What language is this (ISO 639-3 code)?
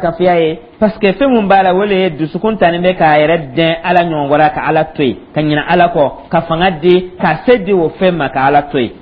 dyu